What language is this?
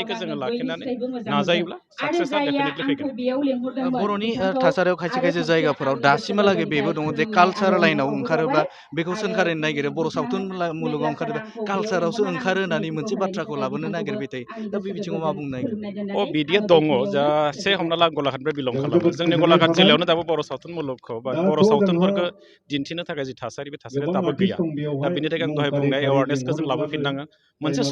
Bodo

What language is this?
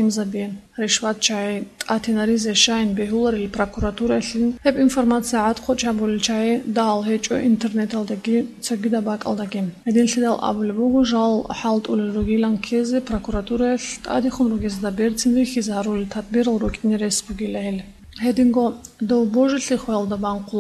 Avaric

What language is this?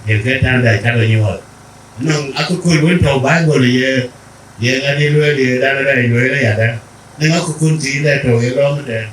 Dinka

